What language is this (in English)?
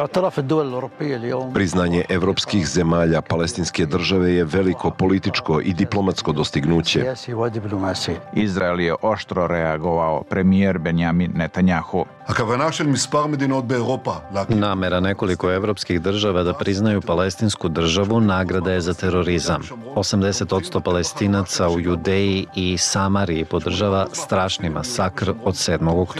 Serbian